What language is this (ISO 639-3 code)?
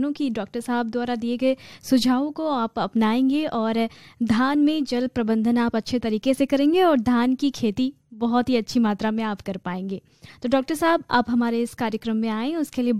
hin